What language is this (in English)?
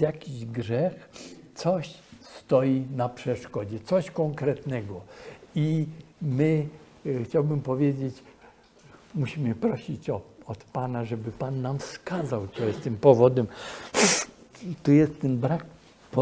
Polish